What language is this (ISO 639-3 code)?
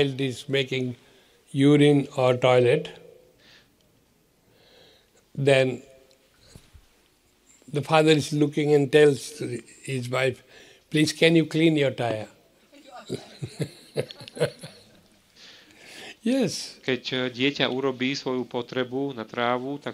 slk